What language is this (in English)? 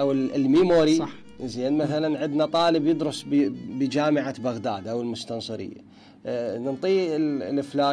Mesopotamian Arabic